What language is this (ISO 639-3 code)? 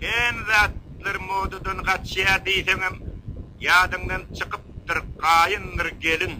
tuk